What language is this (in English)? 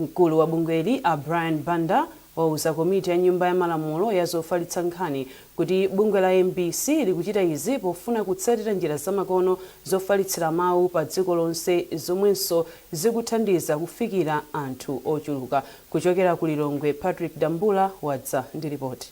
Nyanja